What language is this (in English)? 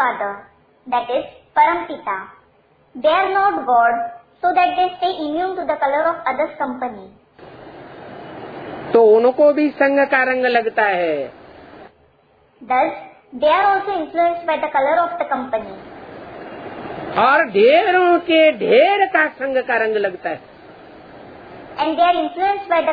Hindi